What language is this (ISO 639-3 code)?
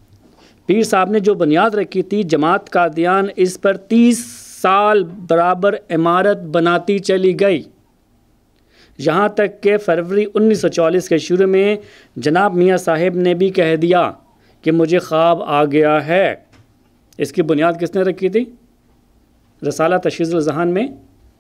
urd